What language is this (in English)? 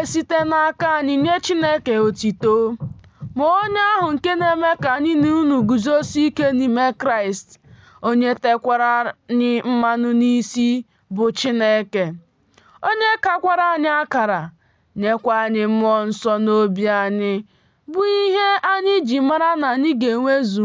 Igbo